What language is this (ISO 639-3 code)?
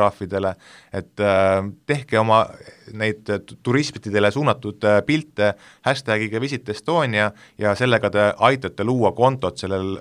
est